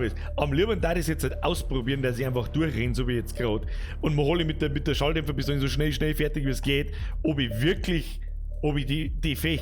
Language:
Bavarian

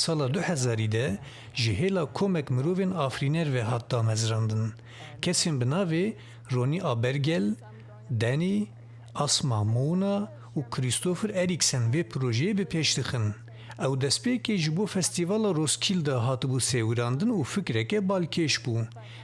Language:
Kurdish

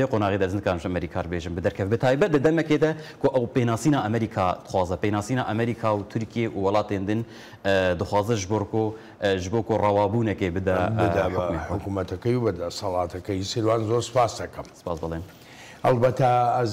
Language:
Kurdish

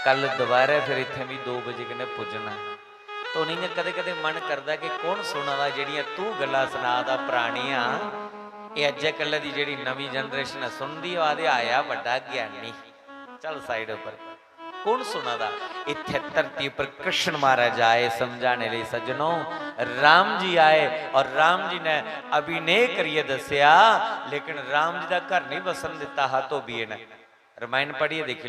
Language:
Dogri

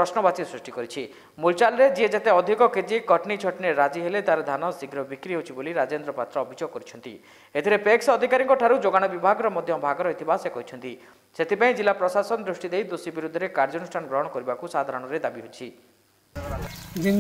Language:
Odia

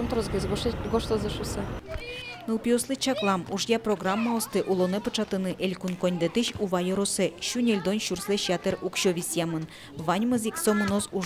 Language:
Udmurt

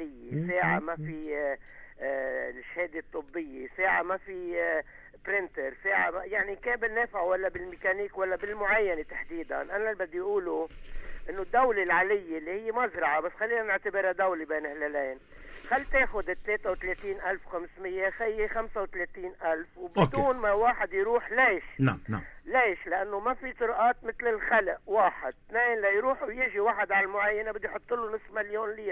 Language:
North Levantine Arabic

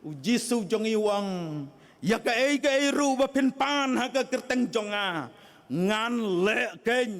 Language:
Khasi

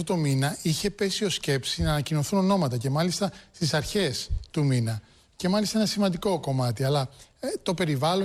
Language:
Greek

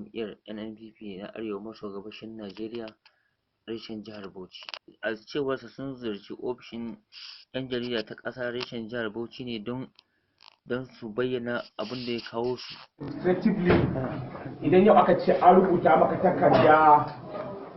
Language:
Hausa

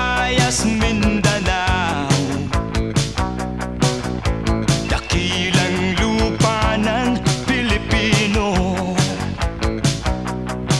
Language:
Filipino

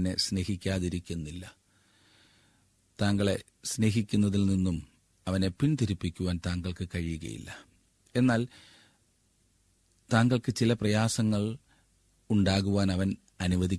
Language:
Malayalam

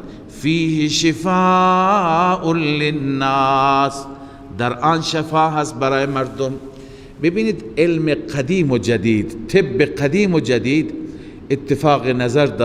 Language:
Persian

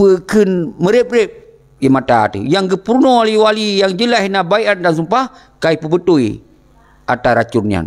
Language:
Achinese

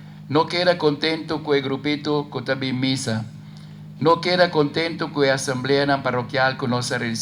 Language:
Papiamento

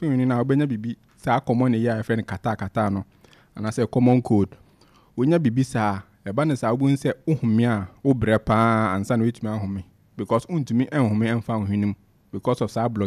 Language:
Akan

